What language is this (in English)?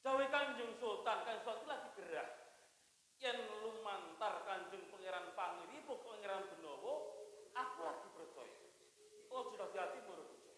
Javanese